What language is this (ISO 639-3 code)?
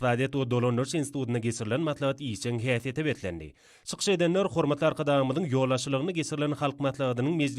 tuk